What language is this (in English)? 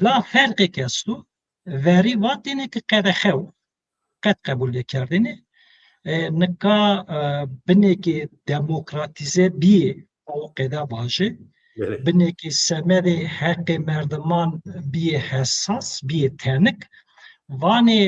Zaza